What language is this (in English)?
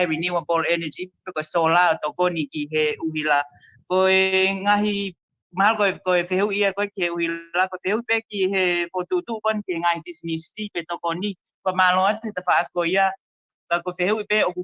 Tongan